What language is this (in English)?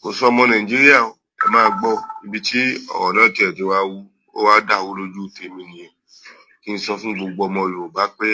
Yoruba